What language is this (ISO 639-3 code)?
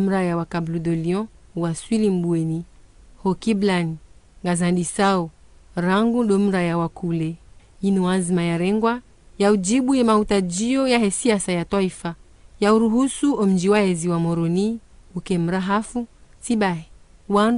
zdj